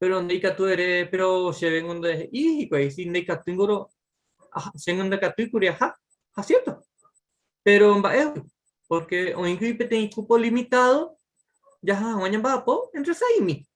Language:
Guarani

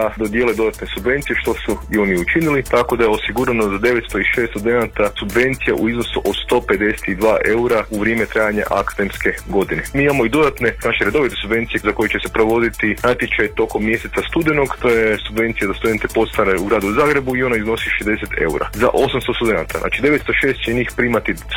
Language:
Croatian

